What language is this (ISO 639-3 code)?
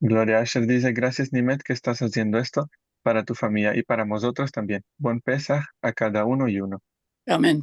lad